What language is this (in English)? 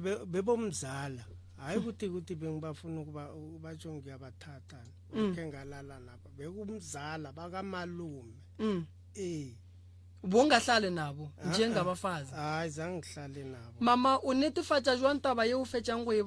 Northern Sotho